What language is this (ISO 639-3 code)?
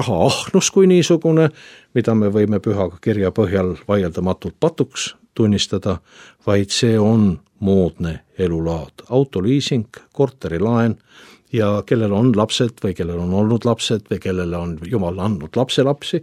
est